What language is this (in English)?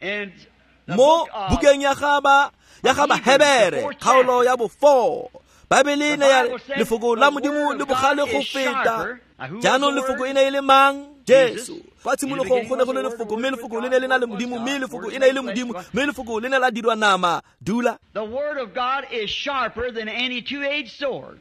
Tswana